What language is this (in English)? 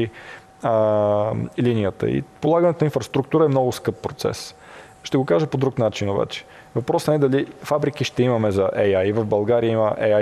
Bulgarian